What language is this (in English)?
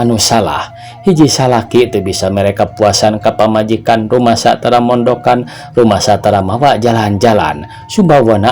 Sundanese